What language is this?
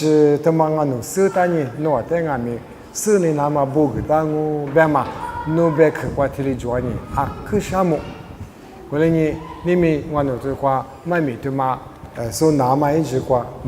Lisu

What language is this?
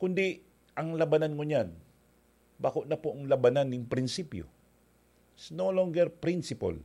Bikol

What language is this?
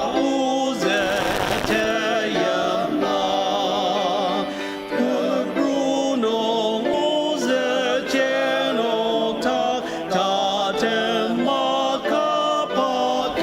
Ao Naga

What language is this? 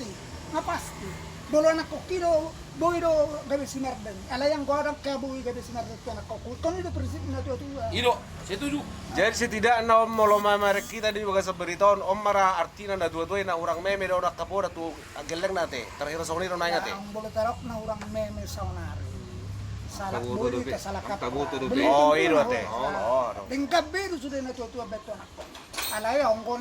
Batak Toba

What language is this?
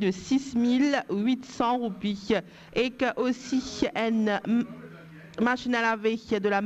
Morisyen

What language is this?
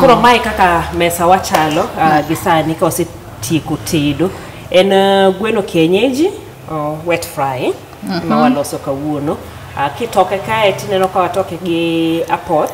Luo (Kenya and Tanzania)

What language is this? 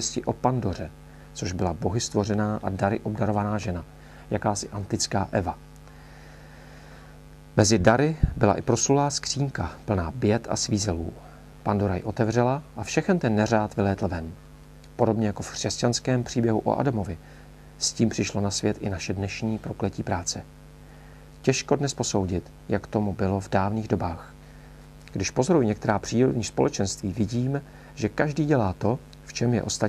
Czech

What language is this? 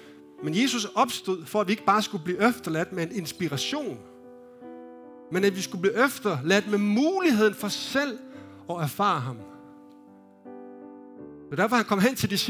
Danish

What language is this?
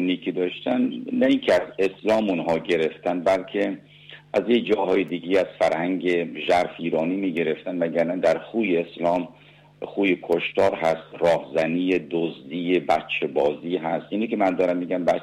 Persian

